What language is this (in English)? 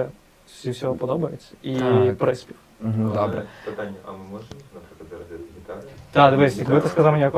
Ukrainian